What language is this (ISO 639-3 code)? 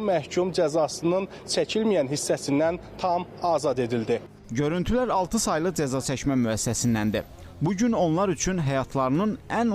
aze